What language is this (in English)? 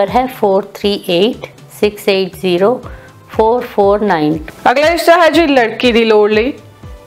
Punjabi